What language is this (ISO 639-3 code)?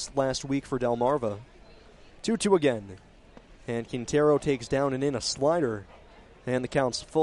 eng